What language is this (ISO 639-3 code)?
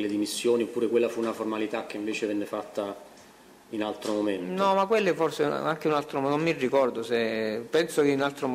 ita